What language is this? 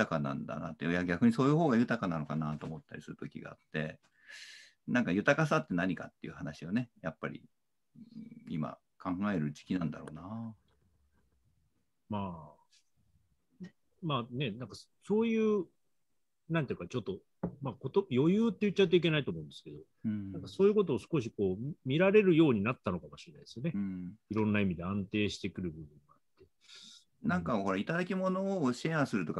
Japanese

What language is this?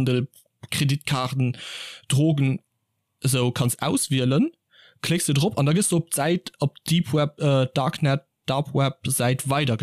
Luxembourgish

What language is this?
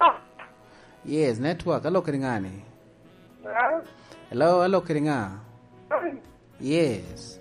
Lango (Uganda)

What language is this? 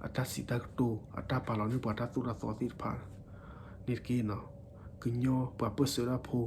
S'gaw Karen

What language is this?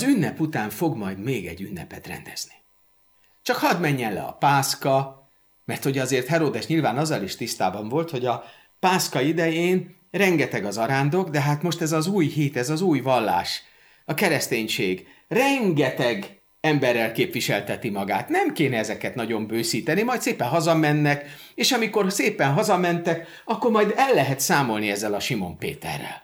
Hungarian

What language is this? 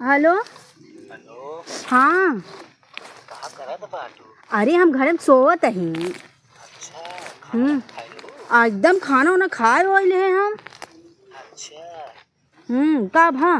Awadhi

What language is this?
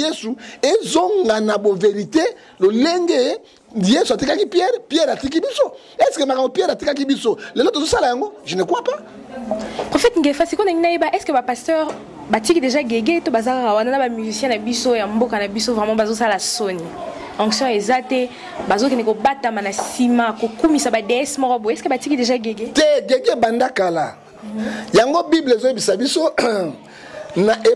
Lingala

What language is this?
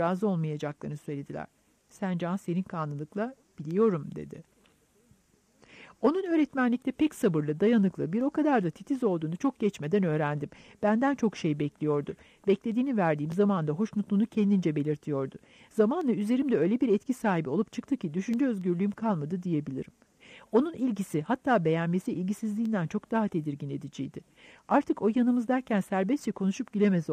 Turkish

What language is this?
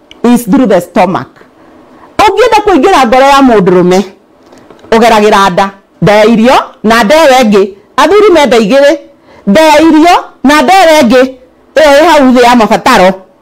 Kikuyu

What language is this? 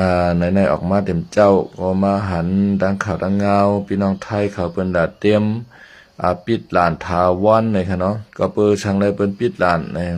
Shan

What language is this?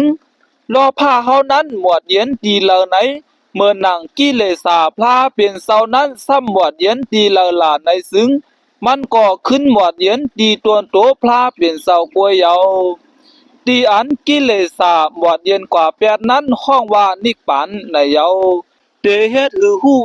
Shan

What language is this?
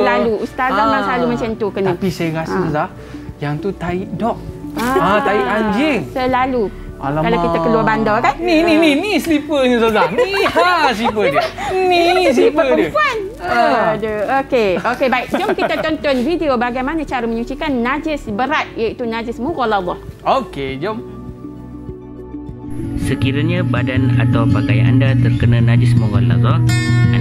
Malay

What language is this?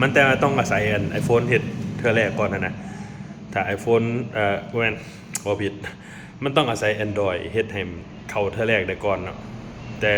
Lao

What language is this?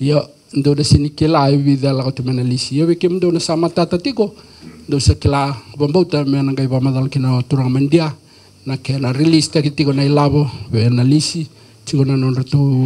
Fijian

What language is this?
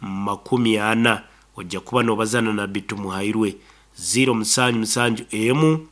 Nyankole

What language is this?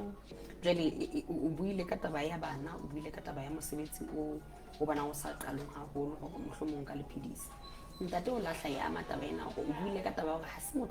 Southern Sotho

